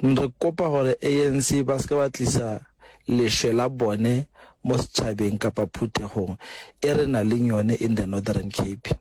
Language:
Northern Sotho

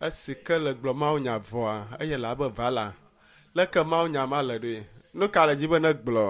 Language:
Ewe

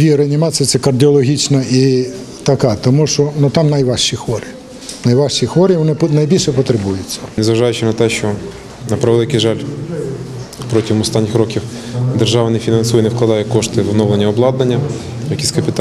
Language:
Ukrainian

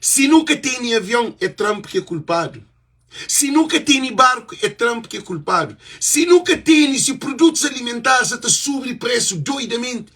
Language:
Kabuverdianu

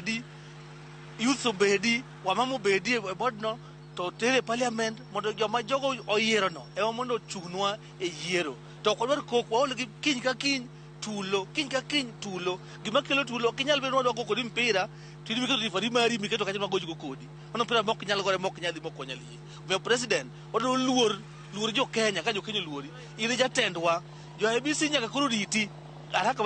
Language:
Luo (Kenya and Tanzania)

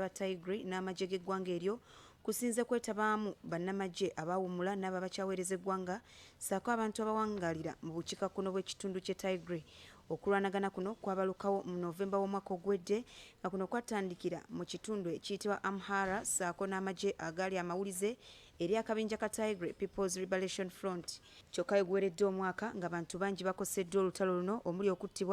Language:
Ganda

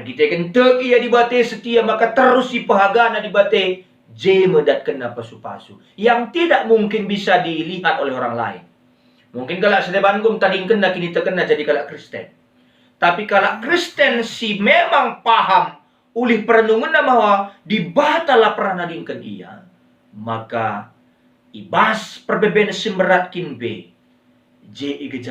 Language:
Batak Karo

